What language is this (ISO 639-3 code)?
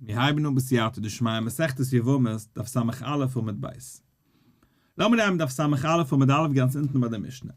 yid